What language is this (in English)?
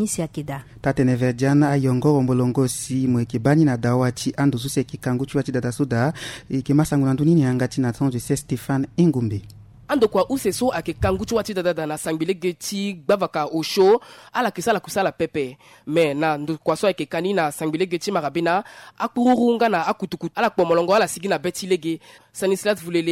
Sango